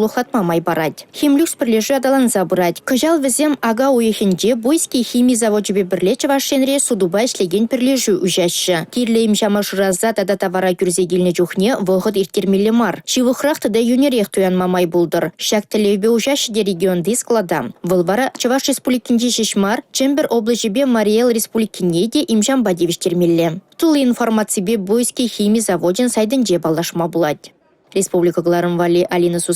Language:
Chuvash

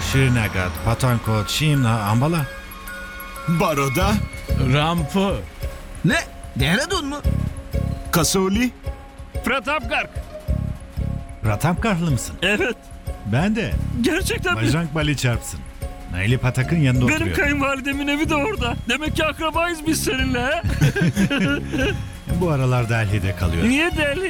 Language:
Turkish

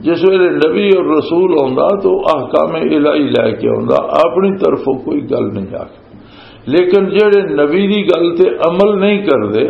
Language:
Western Panjabi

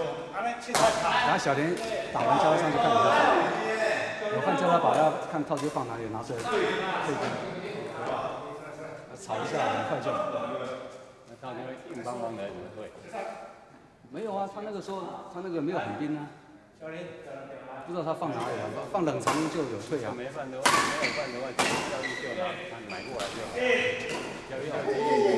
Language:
Chinese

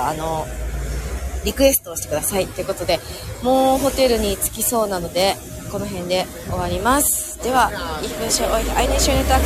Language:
Japanese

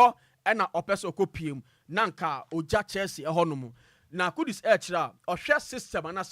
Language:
Akan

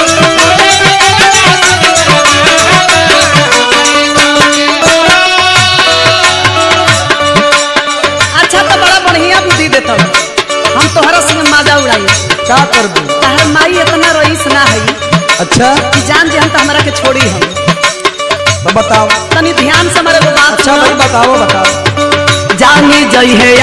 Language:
Bhojpuri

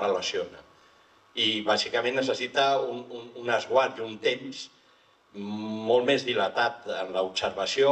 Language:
Catalan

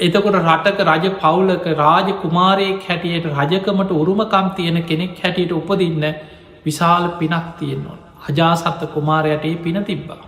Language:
Sinhala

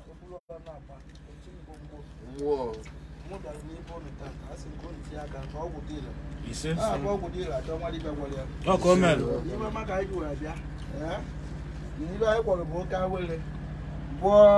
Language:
Igbo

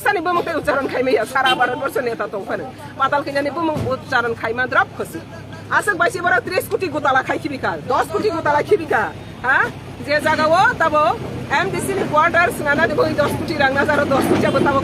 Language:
Kok Borok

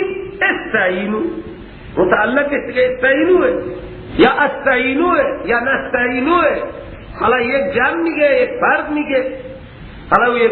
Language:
Persian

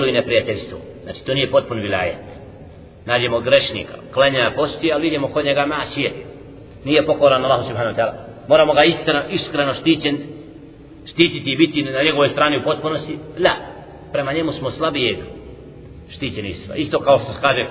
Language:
Bosnian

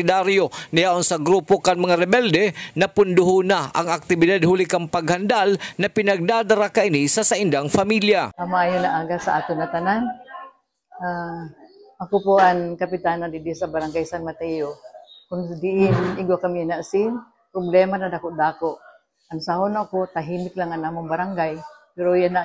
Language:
Bikol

